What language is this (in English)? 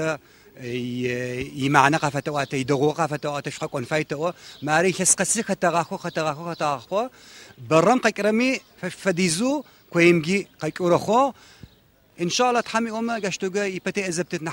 Adyghe